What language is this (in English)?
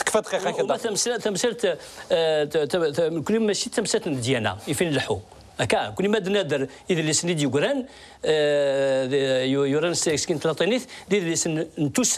Kabyle